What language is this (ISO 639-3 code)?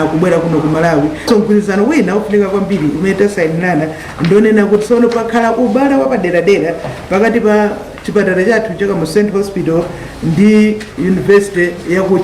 nya